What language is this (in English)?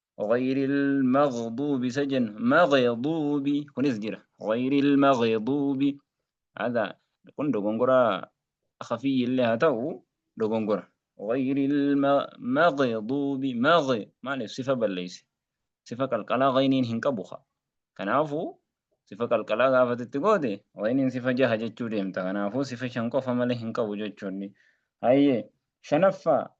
Oromo